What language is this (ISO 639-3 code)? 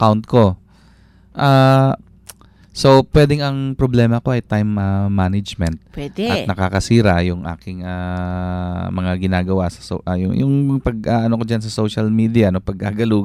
fil